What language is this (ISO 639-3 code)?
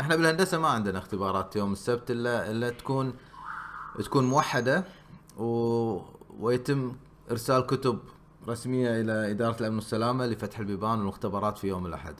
afb